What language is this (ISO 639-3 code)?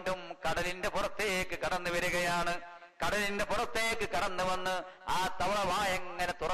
mal